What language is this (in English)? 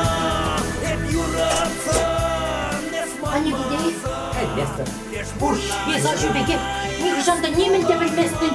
Chuvash